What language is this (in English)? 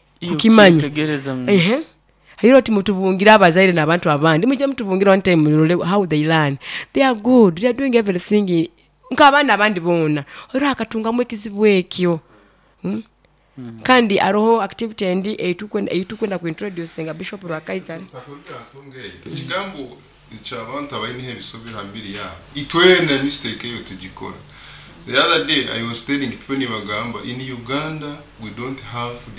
Nyoro